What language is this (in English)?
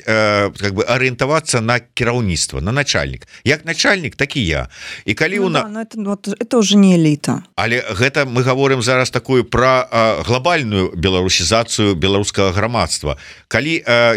Belarusian